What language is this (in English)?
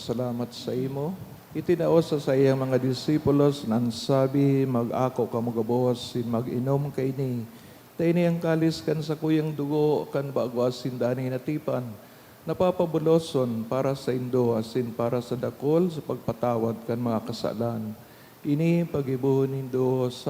Bikol